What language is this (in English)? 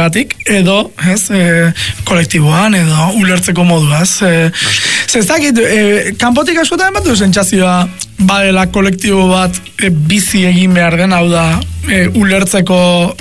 Basque